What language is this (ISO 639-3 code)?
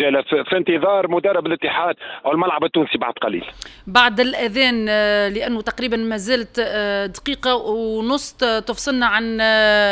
ara